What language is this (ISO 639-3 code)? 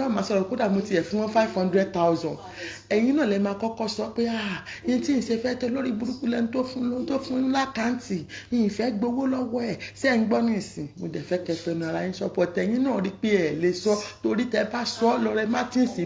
yor